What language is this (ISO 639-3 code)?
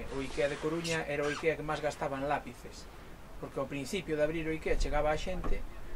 glg